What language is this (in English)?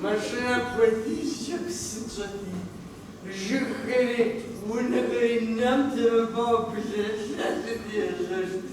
Kabardian